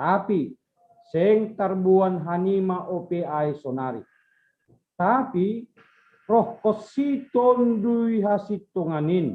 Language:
Batak Simalungun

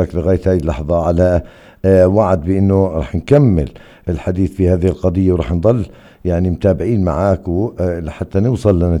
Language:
North Levantine Arabic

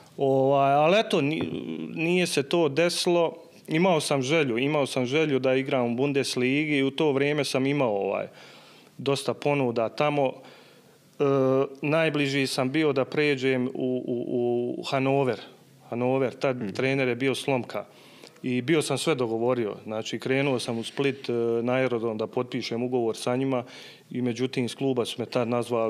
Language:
Bosnian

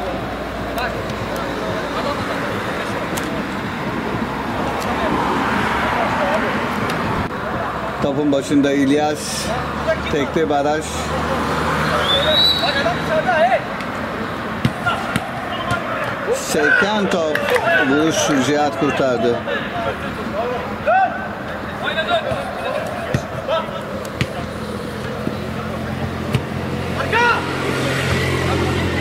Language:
Turkish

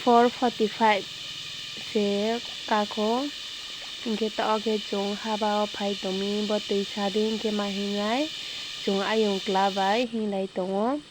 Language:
Riang (India)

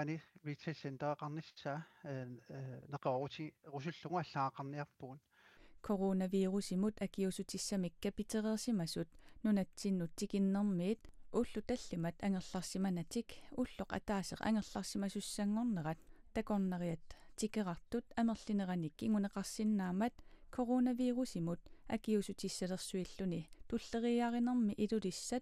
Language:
Kalaallisut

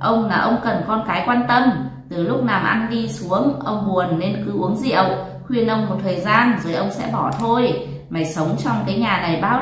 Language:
Vietnamese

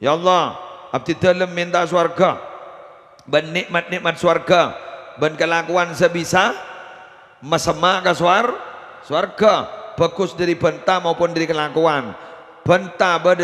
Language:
Madurese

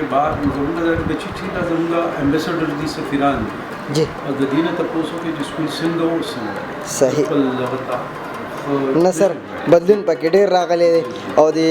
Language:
Pashto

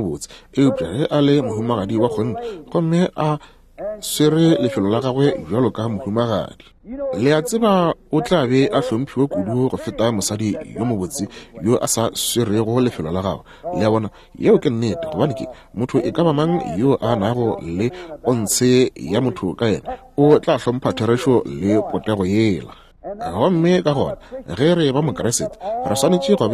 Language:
Northern Sotho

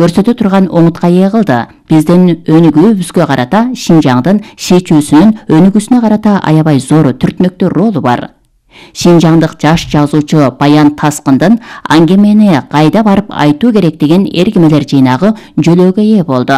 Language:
Kyrgyz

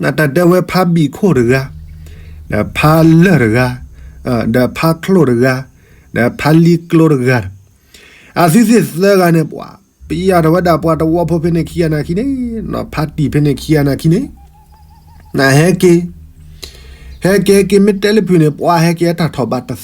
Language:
S'gaw Karen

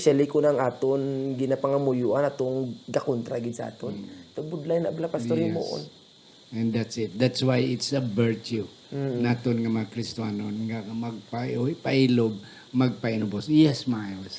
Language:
Hiligaynon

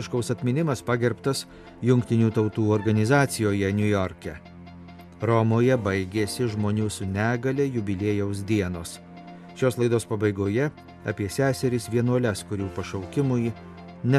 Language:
Lithuanian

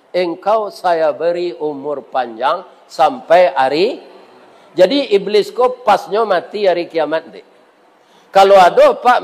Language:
Minangkabau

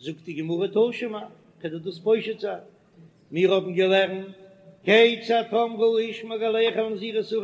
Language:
Yiddish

